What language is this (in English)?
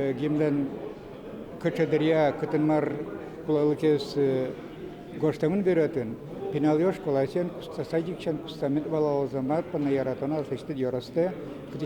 Udmurt